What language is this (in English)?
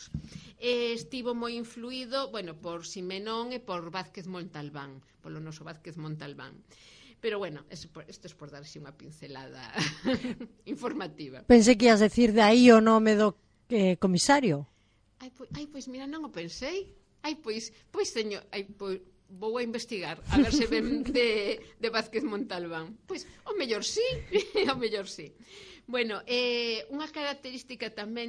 Galician